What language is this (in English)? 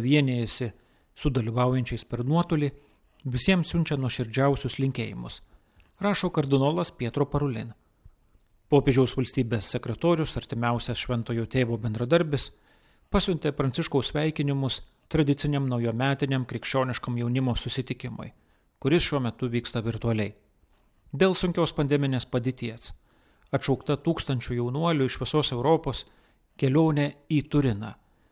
Lithuanian